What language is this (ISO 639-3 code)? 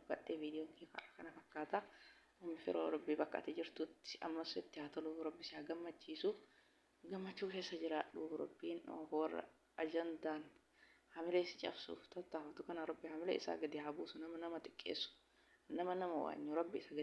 orm